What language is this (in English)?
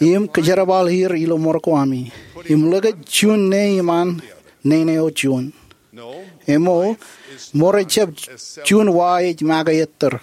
Marshallese